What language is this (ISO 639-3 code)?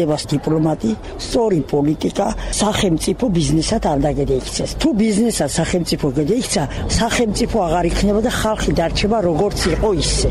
kat